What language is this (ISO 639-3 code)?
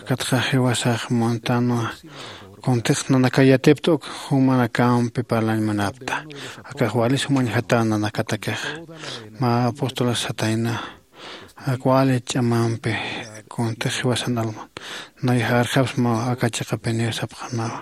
aym